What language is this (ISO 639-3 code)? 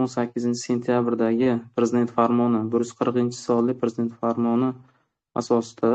uzb